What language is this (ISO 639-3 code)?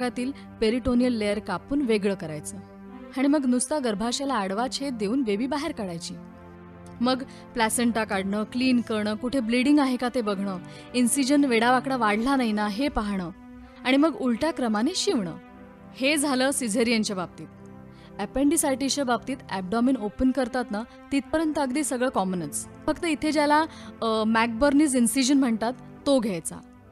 mar